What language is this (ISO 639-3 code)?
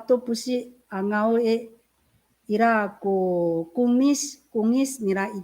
ami